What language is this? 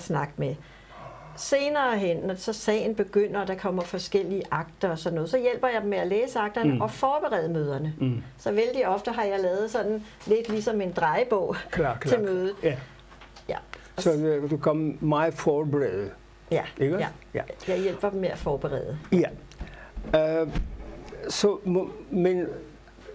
Danish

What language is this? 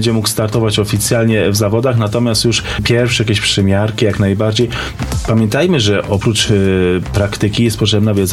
Polish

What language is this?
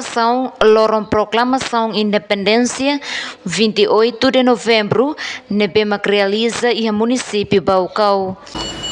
Tetum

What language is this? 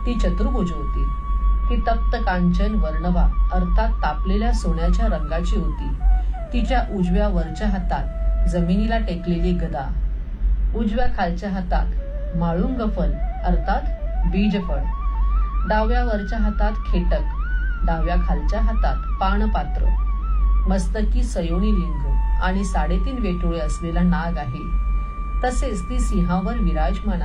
Marathi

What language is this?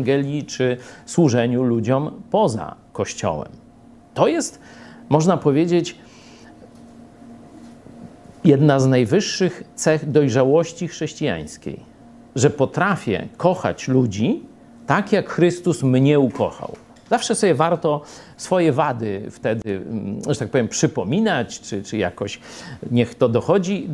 Polish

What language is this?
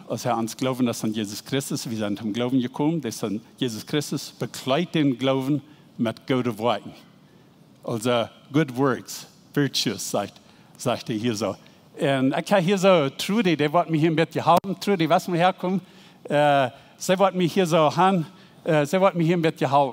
Plautdietsch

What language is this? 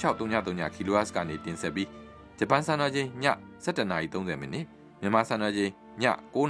Burmese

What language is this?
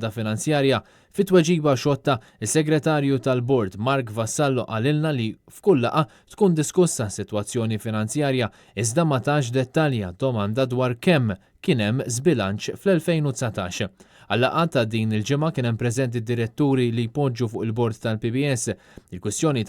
Maltese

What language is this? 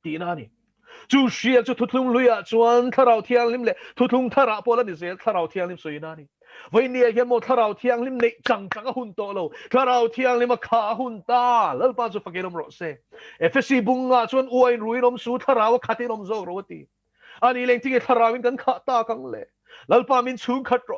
Mizo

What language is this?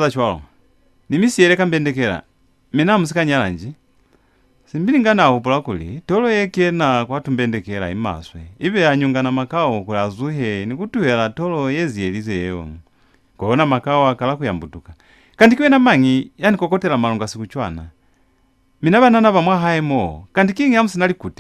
Lozi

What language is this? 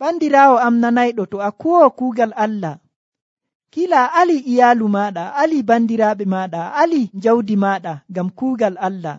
Nigerian Fulfulde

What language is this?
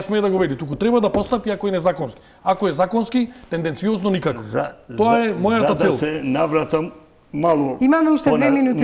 Macedonian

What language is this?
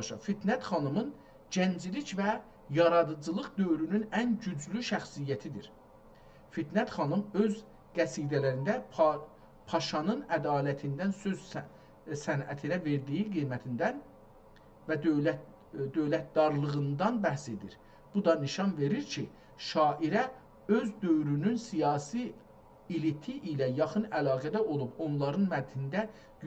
South Azerbaijani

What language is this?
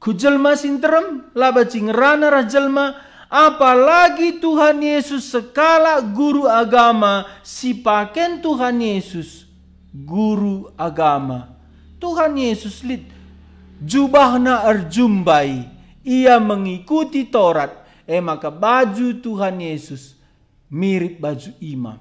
Batak Karo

